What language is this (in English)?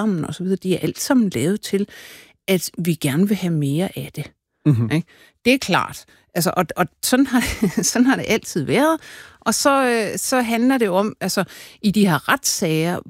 Danish